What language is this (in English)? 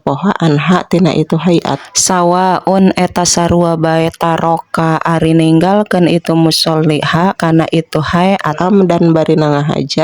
Sundanese